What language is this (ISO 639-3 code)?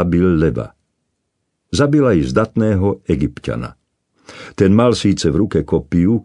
slk